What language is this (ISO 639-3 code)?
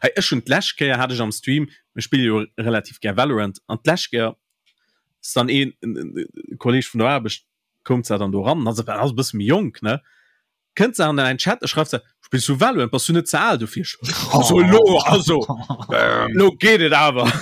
ltz